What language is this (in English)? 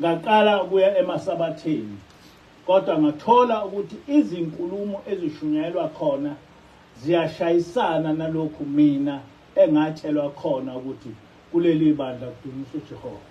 Zulu